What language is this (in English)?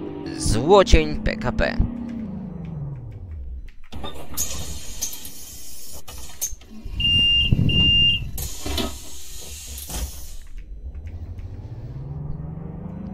Polish